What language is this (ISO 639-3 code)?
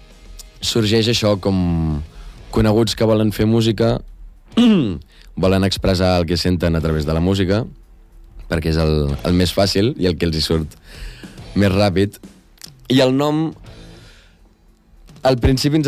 cat